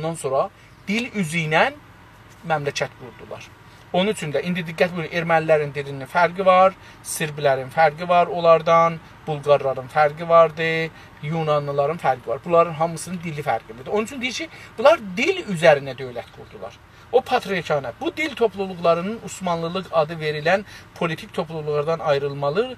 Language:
South Azerbaijani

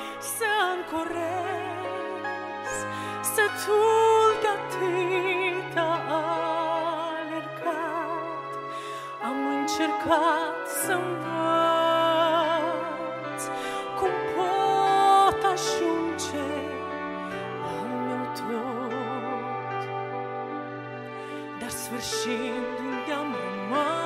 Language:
Romanian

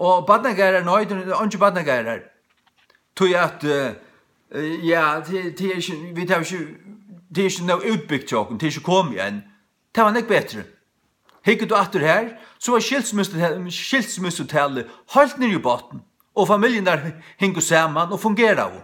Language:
Faroese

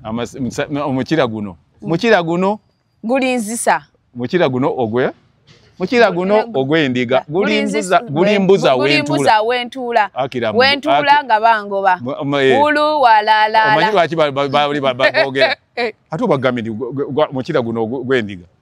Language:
Ganda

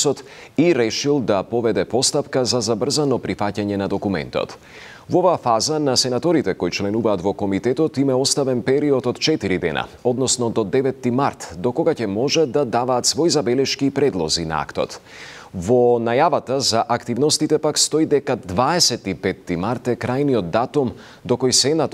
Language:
Macedonian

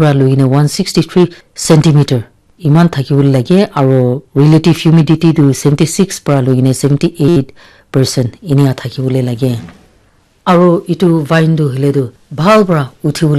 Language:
Naga Pidgin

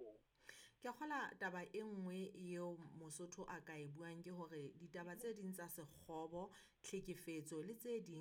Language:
Southern Sotho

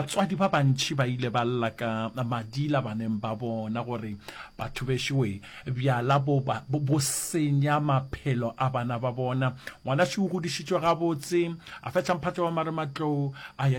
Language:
Northern Sotho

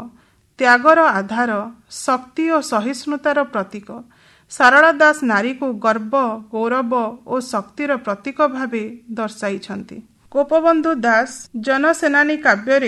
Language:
Odia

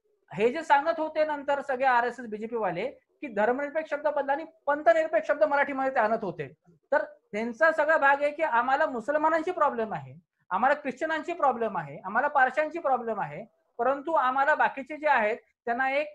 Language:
Marathi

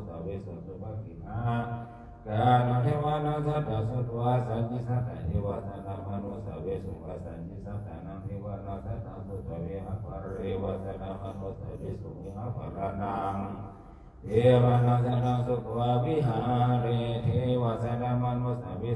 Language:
Pali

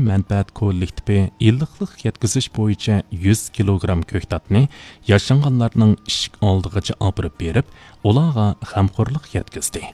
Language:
Uyghur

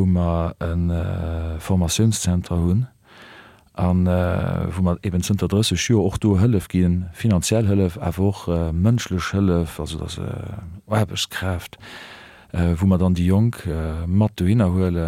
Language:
Luxembourgish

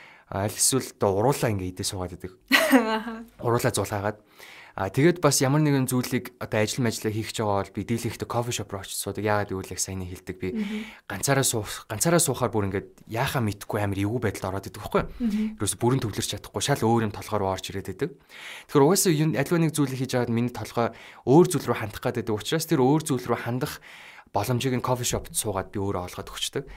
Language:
Mongolian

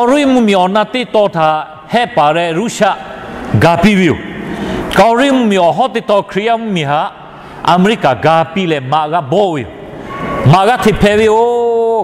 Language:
Lahu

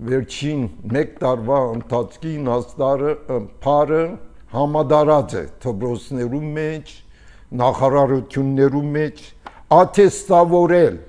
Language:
Armenian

